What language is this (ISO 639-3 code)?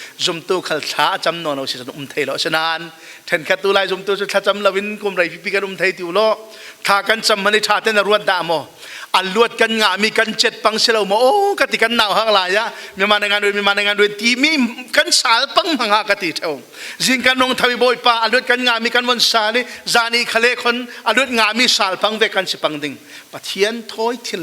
cfm